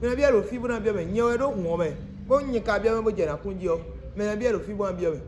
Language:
Fon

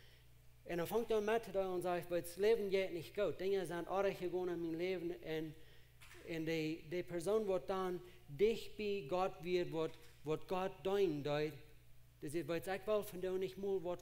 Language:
Plautdietsch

